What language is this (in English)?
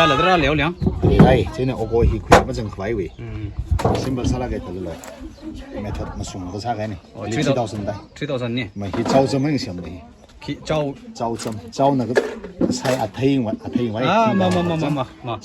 Tangkhul Naga (India)